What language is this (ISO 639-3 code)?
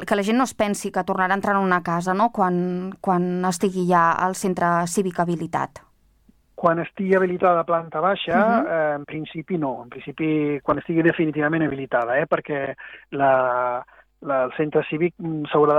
cat